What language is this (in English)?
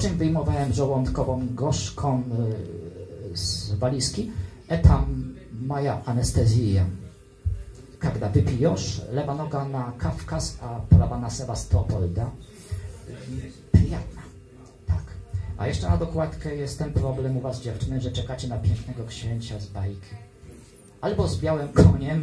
Polish